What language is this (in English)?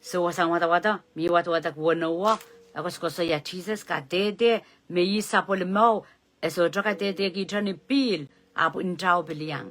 Pohnpeian